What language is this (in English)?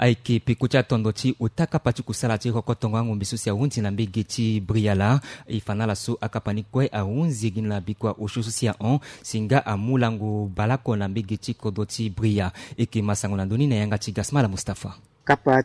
Sango